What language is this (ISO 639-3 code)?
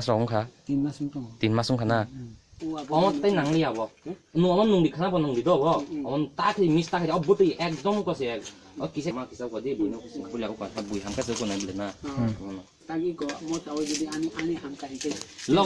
trp